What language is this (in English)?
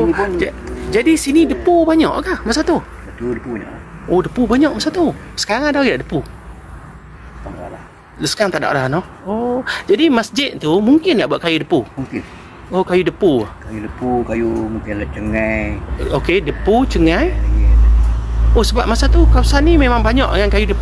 Malay